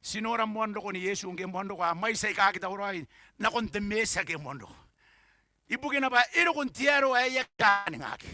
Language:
Gilbertese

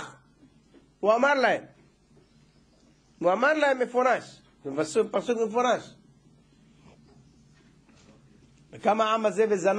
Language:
Hebrew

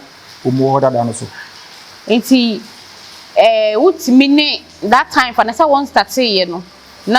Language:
Akan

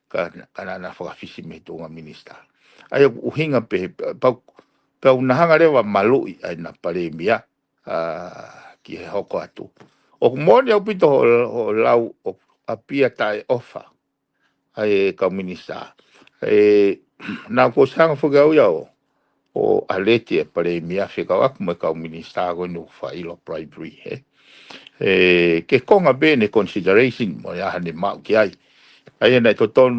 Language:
Tongan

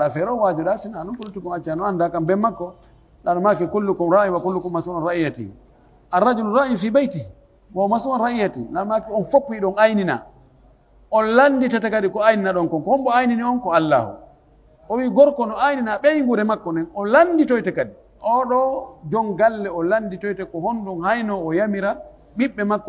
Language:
Pular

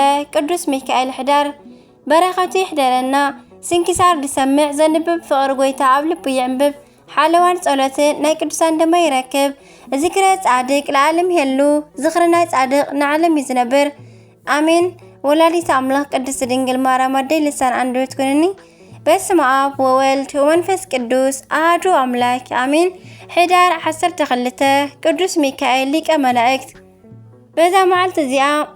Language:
Tigrinya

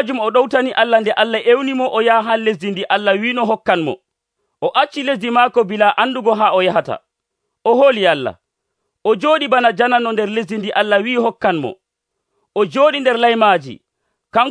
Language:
Nigerian Fulfulde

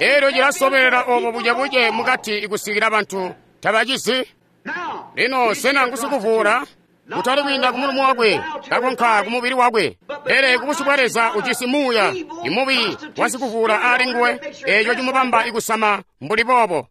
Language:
Tonga (Zambia)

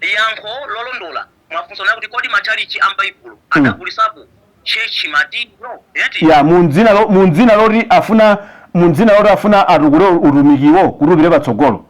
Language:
Nyanja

